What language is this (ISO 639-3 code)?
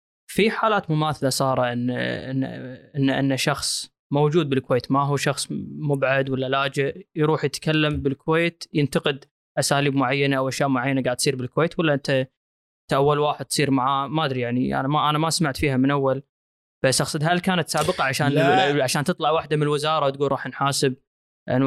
afb